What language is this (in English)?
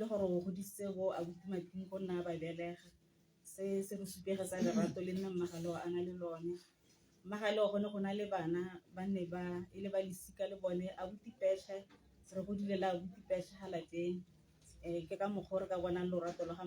Tswana